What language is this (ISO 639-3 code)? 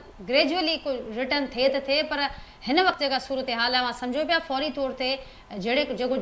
snd